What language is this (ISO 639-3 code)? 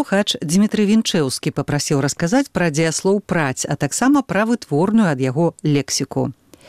bel